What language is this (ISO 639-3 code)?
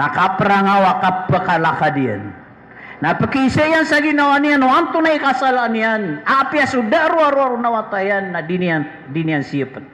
mrw